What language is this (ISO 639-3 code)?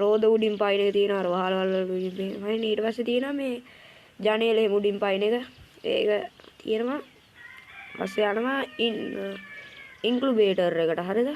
sin